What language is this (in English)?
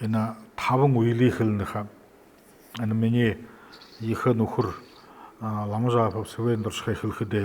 Buriat